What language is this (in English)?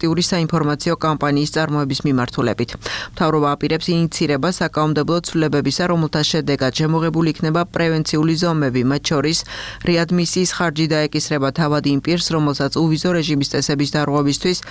Georgian